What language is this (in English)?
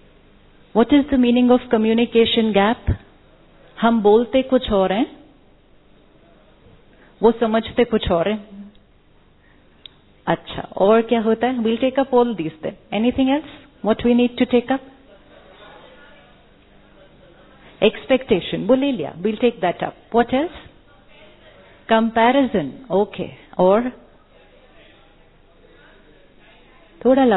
Hindi